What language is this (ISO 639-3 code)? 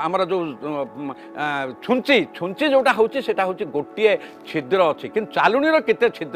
ori